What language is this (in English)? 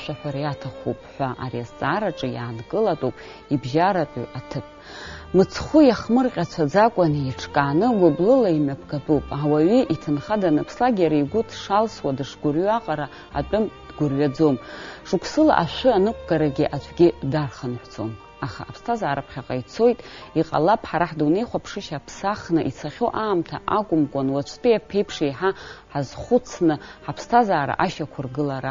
Abkhazian